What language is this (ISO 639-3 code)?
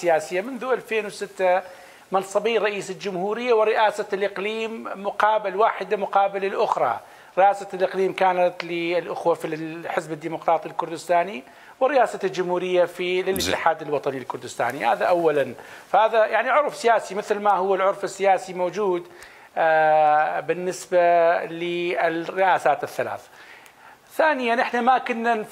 acm